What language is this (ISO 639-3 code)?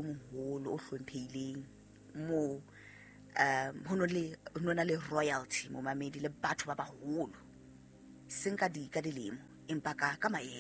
sot